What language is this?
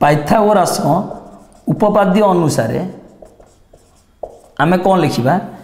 Odia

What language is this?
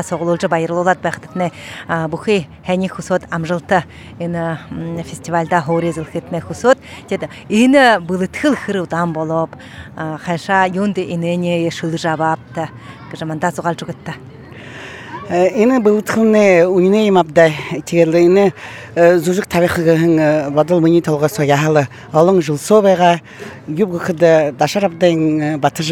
Buriat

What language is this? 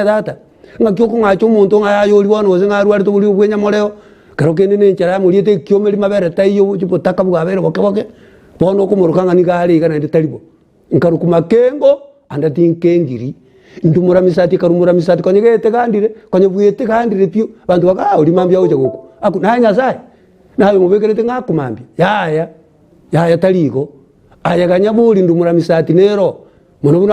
Gusii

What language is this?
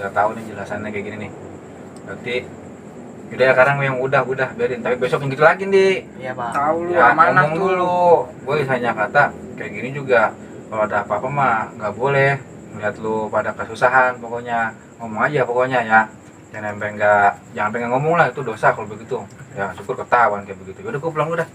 Betawi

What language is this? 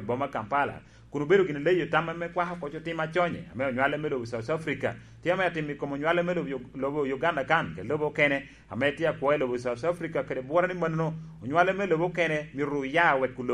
Lango (Uganda)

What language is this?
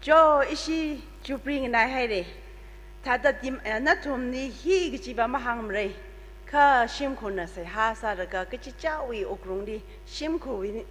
Tangkhul Naga (India)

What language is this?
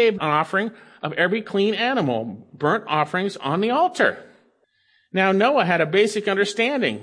English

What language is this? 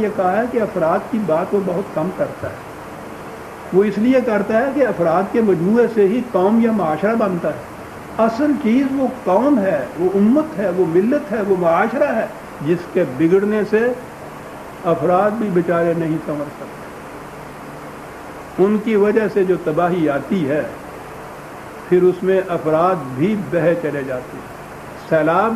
Urdu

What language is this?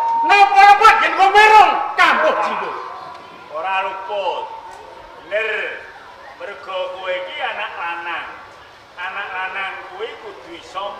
Javanese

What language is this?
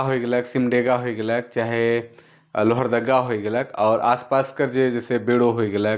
Sadri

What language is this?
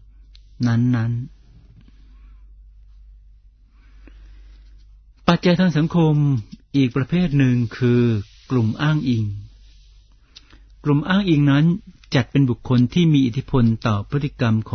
Thai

